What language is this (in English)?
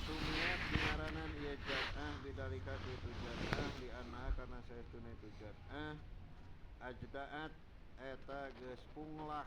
Sundanese